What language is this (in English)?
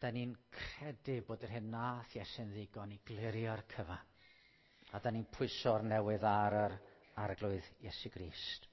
Welsh